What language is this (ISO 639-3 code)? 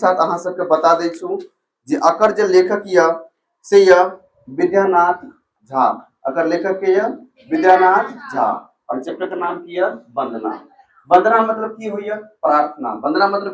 mai